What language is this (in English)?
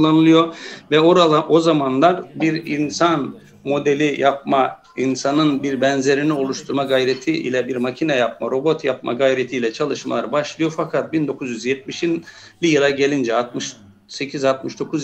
Turkish